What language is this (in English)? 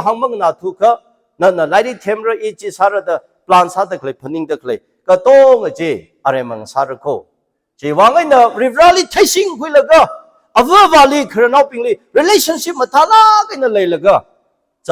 Tangkhul Naga (India)